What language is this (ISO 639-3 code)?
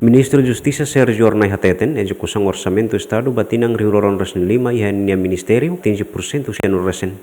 tet